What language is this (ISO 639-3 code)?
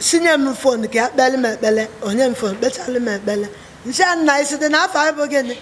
ibo